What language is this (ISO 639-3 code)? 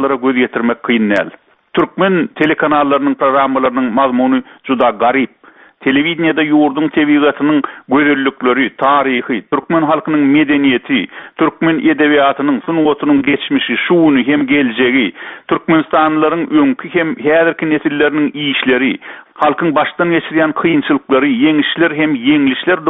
tuk